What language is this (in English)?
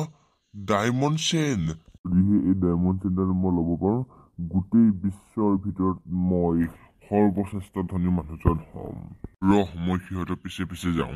Assamese